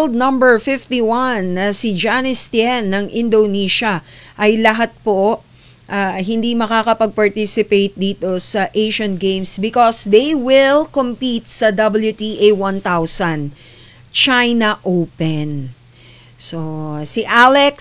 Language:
Filipino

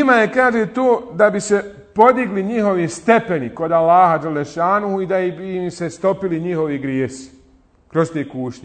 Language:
Bosnian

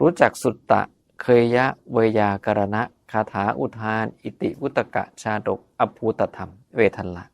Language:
Northeastern Thai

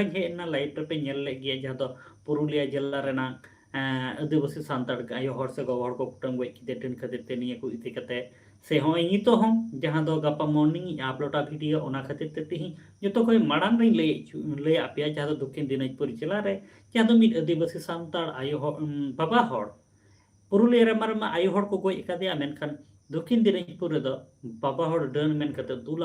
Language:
Santali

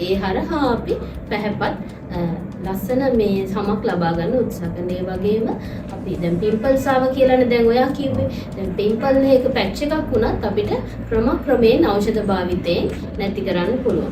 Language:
Sinhala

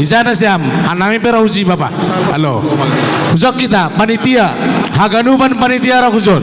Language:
Batak Simalungun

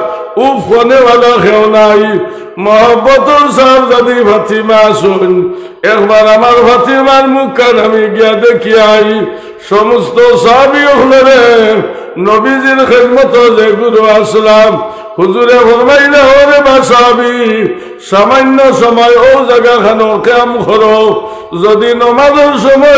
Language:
Sylheti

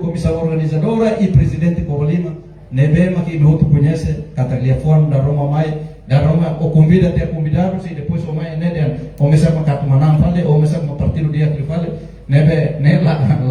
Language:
Tetum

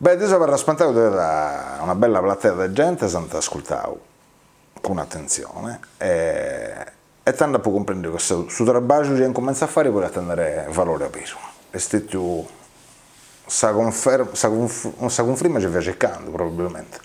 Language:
Sardinian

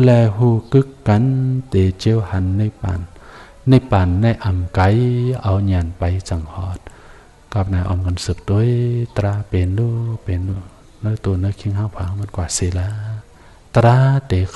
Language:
Shan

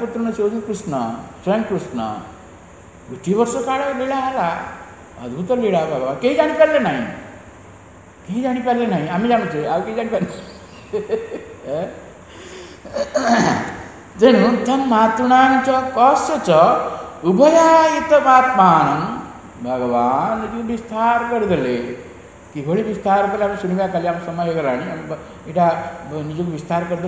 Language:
Odia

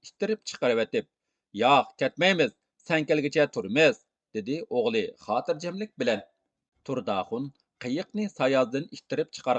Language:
Uyghur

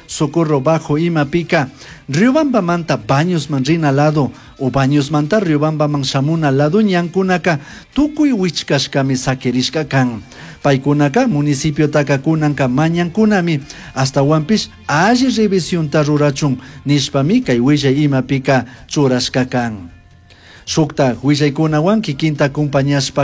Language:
Chimborazo Highland Quichua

